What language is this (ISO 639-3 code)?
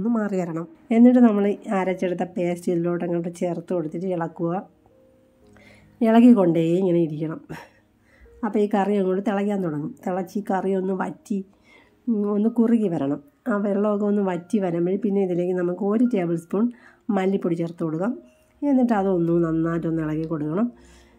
mal